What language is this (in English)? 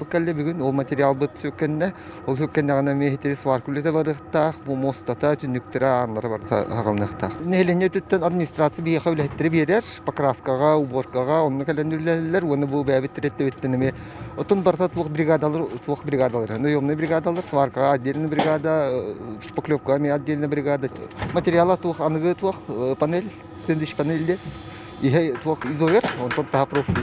Yakut